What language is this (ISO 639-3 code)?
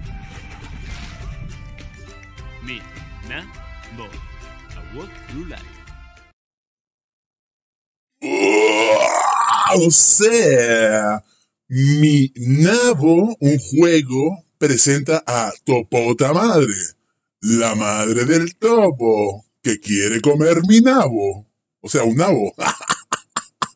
spa